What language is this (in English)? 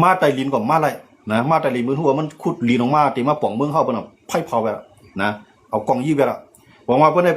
Shan